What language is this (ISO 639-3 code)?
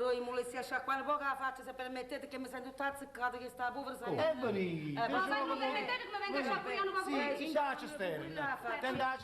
nap